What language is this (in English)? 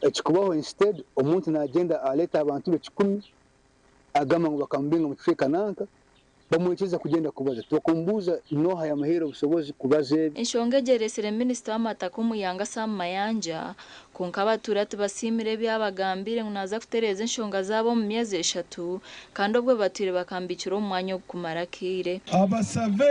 Nyankole